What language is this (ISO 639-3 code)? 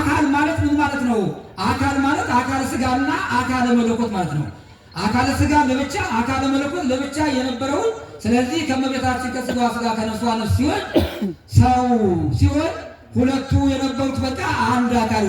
amh